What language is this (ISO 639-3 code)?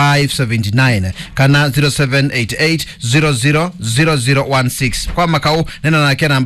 kam